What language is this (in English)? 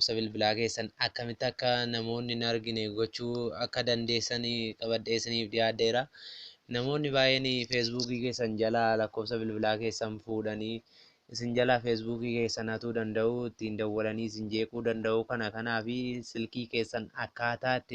Oromo